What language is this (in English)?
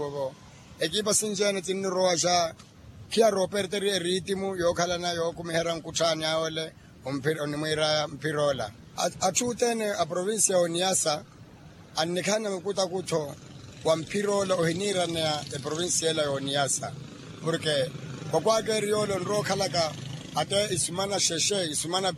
Makhuwa